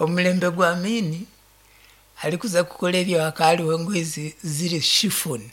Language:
Nyankole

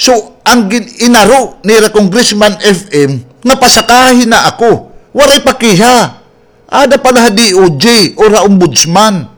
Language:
Waray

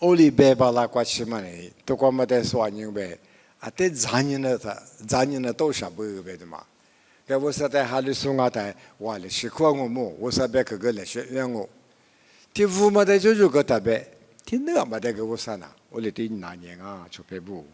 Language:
Lisu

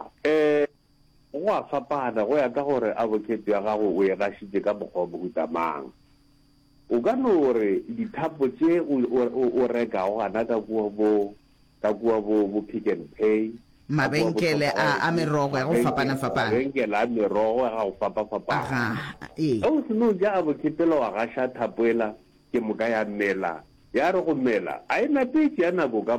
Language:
Northern Sotho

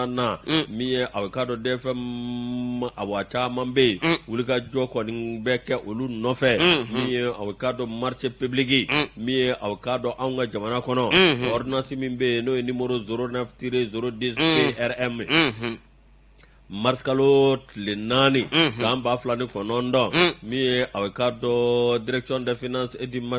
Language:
Bambara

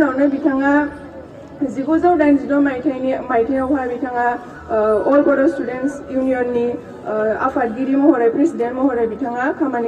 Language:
Bodo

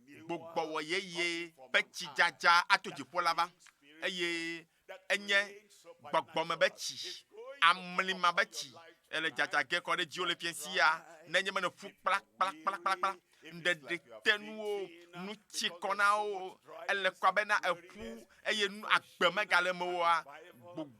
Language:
Ewe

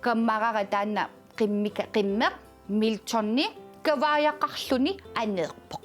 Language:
Kalaallisut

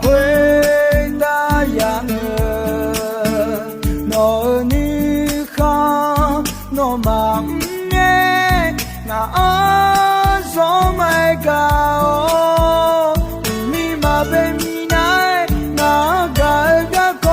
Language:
Akha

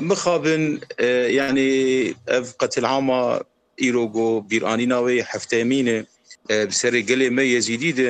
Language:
Kurdish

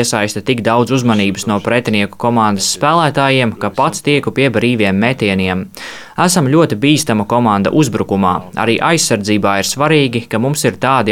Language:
Latvian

